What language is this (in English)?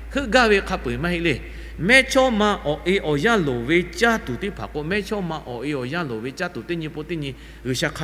Lahu